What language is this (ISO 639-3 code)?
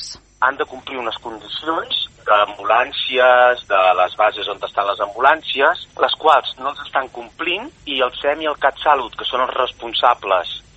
cat